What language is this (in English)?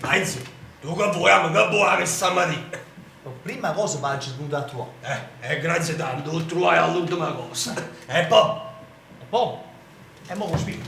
Neapolitan